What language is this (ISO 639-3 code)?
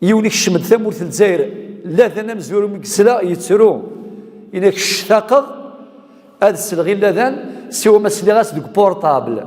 kab